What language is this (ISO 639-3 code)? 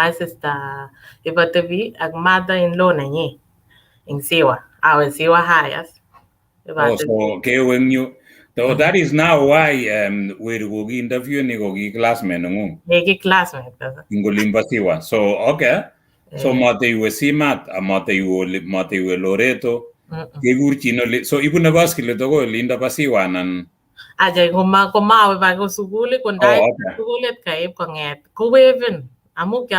kln